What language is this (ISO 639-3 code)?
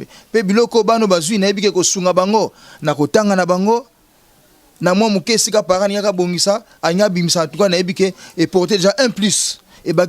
lin